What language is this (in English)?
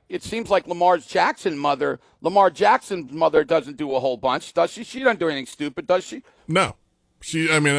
English